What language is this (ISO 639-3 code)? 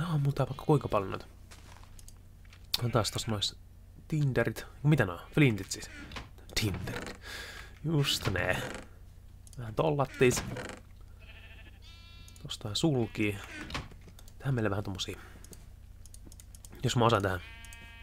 fin